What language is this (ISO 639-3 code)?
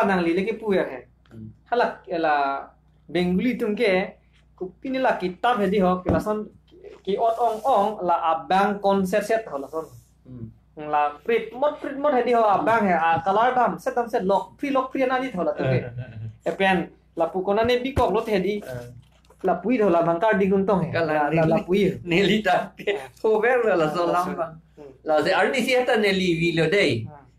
mjw